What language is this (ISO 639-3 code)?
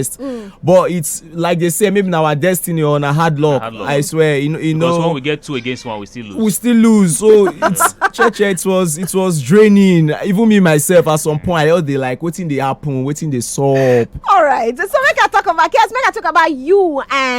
pcm